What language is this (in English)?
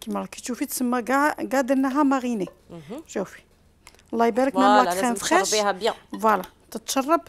Algerian Arabic